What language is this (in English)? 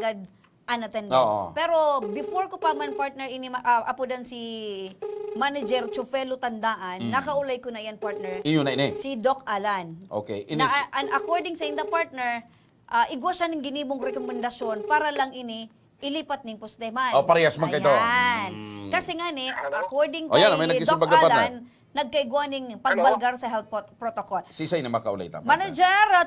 Bikol